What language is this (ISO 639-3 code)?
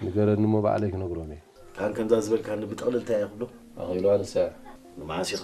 tir